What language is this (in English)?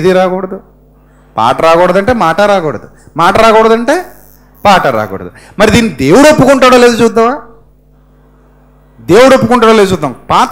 Telugu